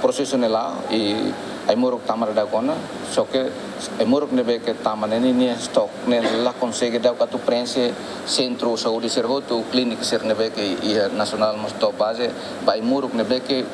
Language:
Tetum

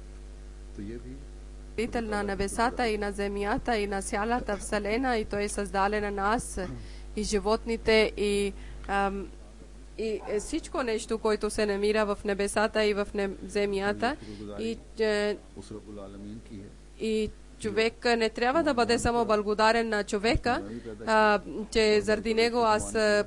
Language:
Bulgarian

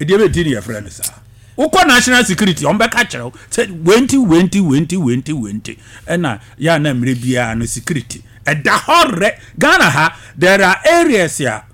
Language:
Akan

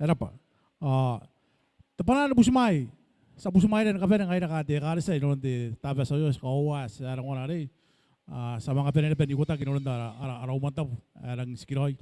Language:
Gilbertese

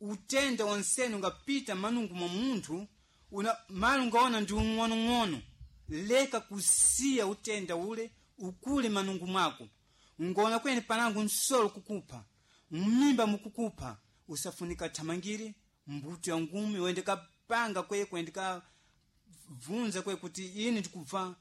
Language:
Sena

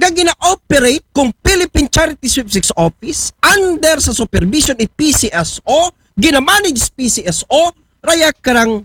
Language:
Aklanon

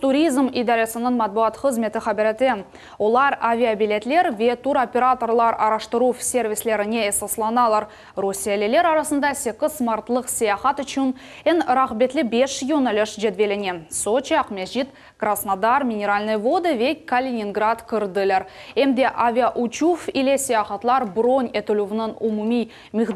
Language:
Crimean Tatar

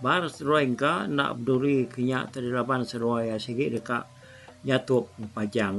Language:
Iban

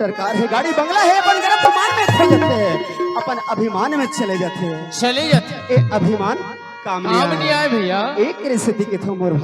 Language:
Chhattisgarhi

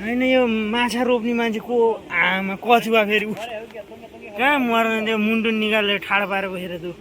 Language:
Nepali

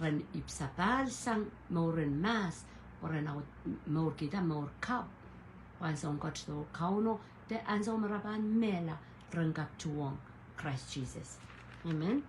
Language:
Pohnpeian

